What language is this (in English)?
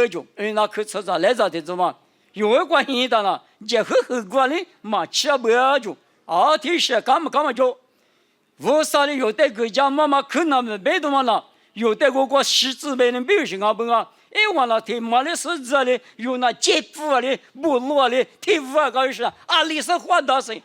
Lisu